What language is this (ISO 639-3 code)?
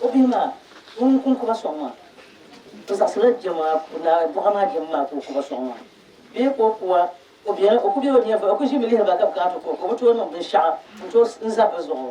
dag